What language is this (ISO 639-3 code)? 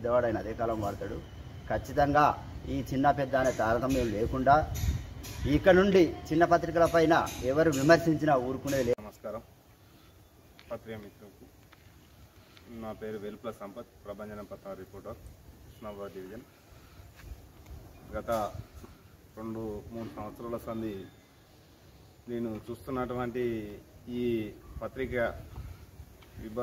tel